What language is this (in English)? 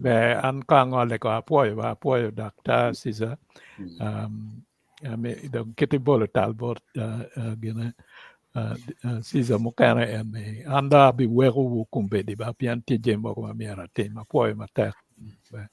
Acoli